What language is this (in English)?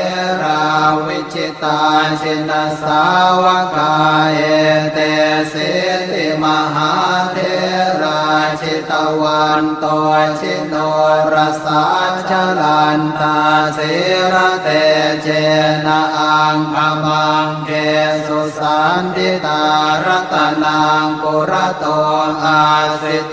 Pali